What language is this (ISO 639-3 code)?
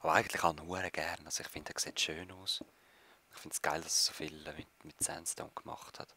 gsw